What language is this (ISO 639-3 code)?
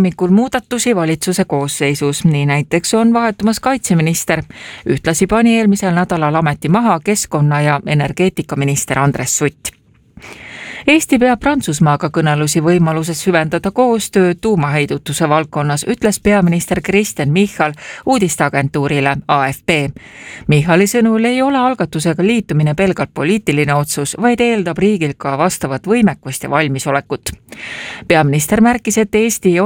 est